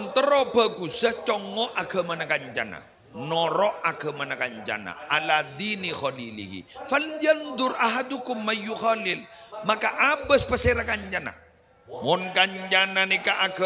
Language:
Madurese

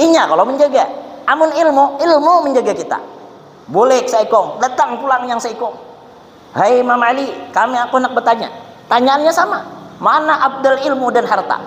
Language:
Banjar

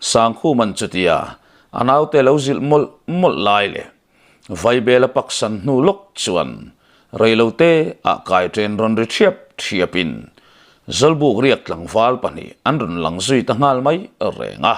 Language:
Mizo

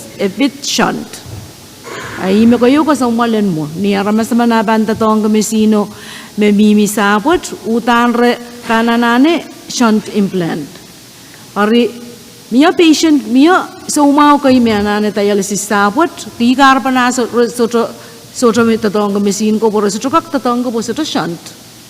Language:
Pohnpeian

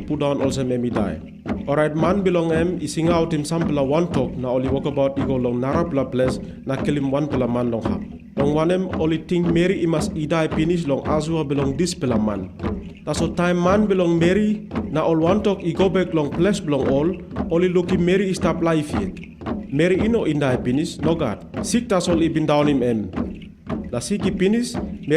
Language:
Tok Pisin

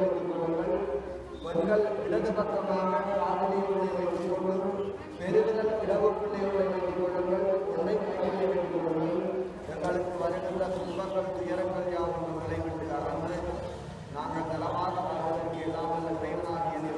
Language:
Tamil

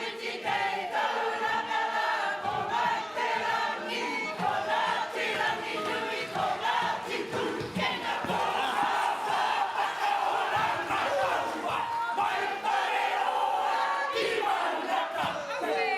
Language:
Māori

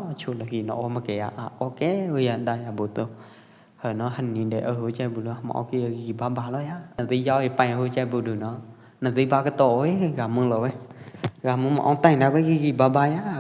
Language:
Pwo Eastern Karen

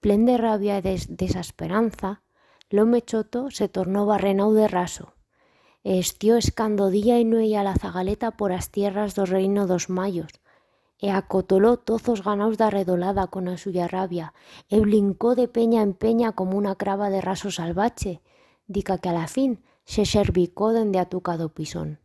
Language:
Aragonese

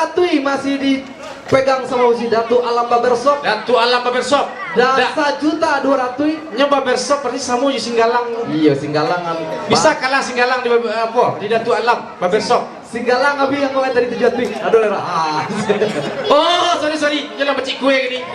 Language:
Minangkabau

